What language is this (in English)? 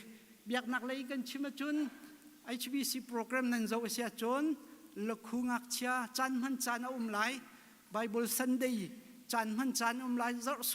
Hakha Chin